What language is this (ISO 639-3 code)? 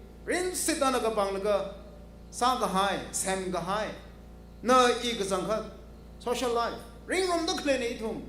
nmf